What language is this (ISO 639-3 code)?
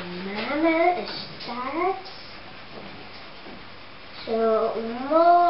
nld